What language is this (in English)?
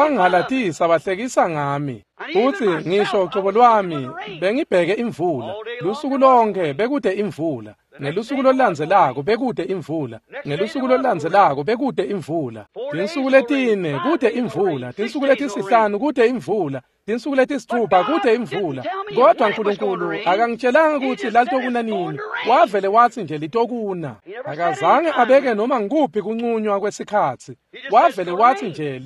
Swati